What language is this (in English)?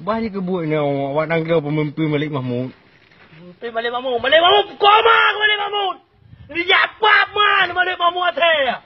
Achinese